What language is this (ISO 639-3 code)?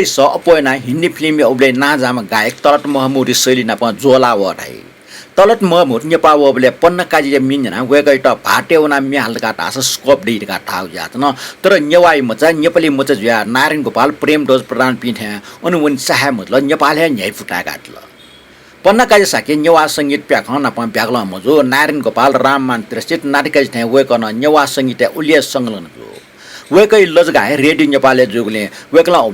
new